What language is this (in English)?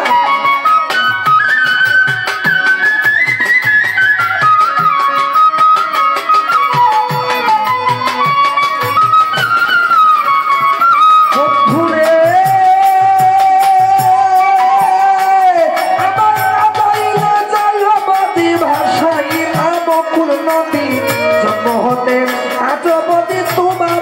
Bangla